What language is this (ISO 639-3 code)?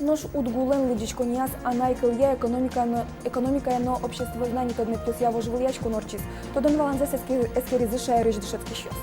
udm